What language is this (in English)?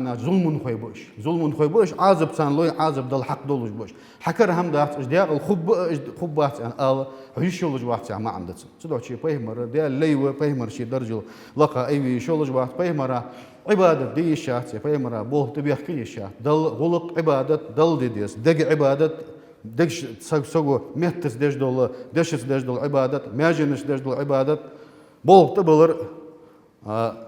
Ingush